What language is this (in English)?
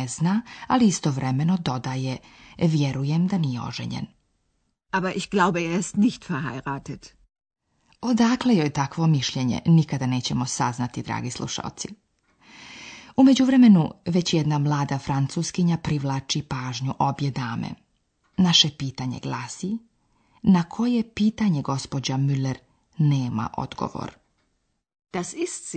Bosnian